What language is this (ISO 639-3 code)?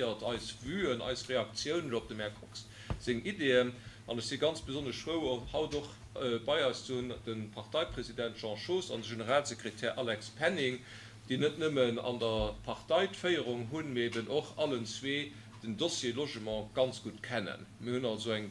ltz